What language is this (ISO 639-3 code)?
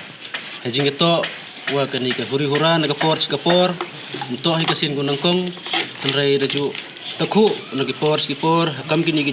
pbv